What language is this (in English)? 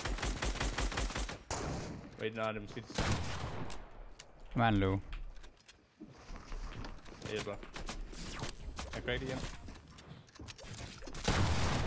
Danish